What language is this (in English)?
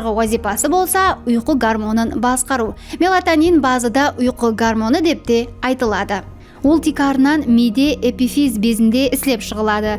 Kara-Kalpak